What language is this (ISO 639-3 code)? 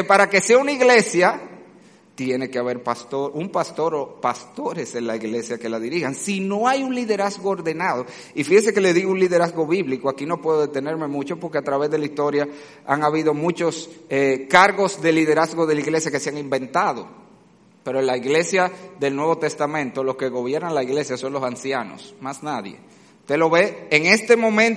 spa